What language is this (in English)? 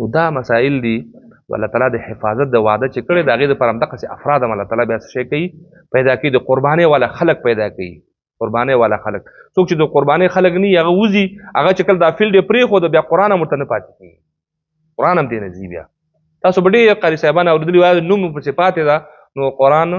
Pashto